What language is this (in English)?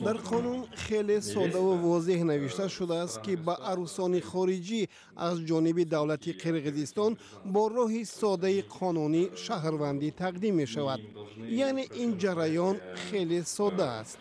Tajik